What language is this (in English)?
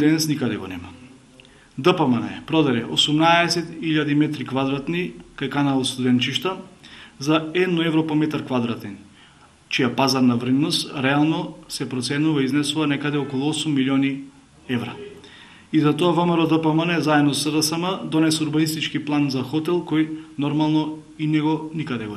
Macedonian